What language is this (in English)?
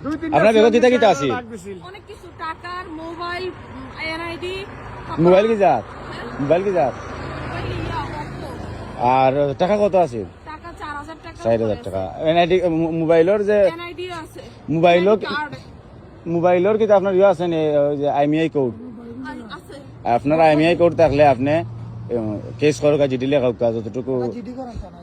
Sylheti